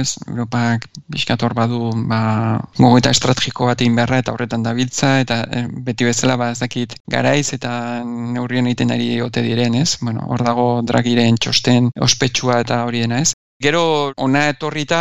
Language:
Basque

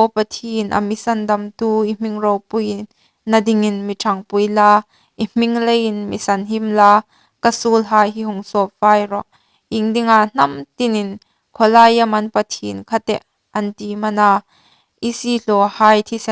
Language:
Hmar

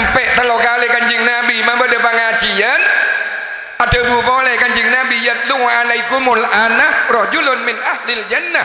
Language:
Madurese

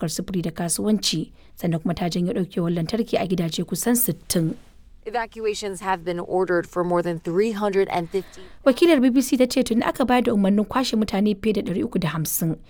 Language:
Hausa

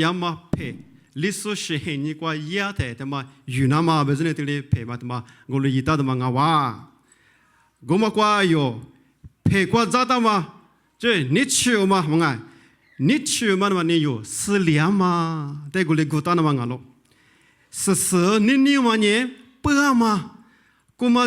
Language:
Lisu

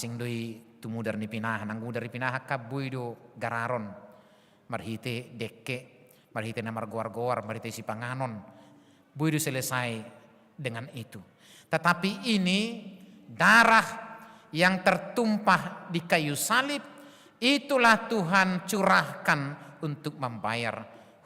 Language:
Batak Toba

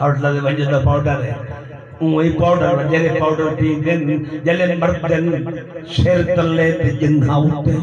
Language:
Saraiki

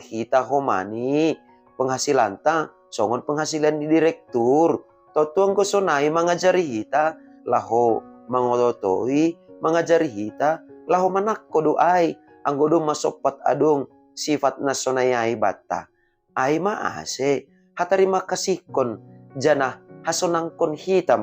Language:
Batak Simalungun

